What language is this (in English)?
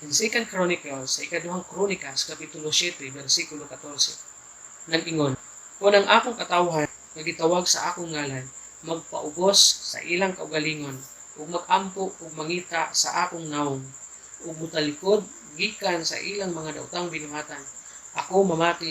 Cebuano